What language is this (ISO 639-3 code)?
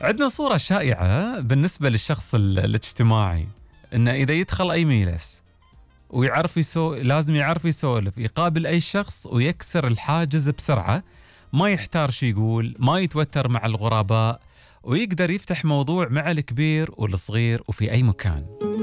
afb